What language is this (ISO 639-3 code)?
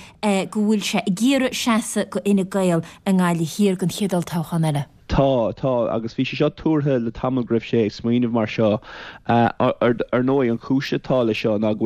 gle